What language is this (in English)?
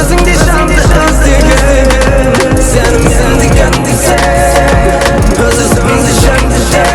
Kara-Kalpak